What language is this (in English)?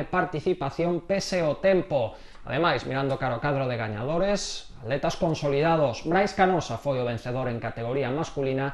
Galician